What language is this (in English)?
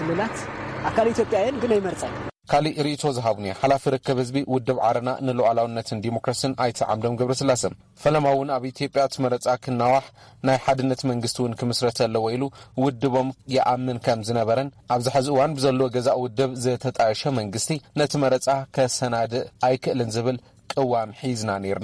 Tigrinya